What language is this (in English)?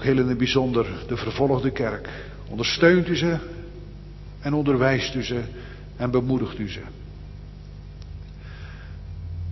Dutch